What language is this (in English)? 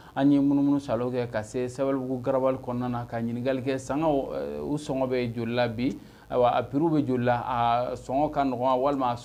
Bambara